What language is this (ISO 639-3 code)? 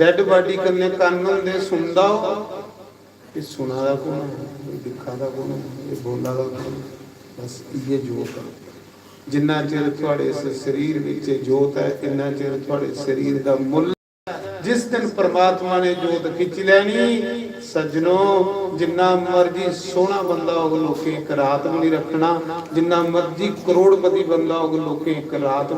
doi